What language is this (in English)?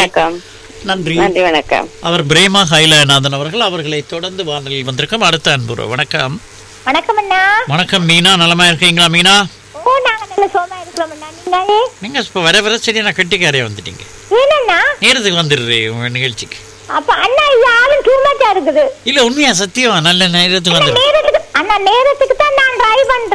Tamil